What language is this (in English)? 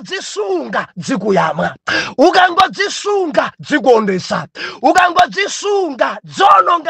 Nyanja